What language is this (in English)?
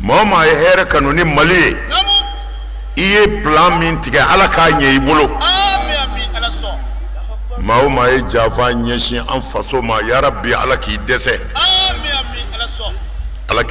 Bambara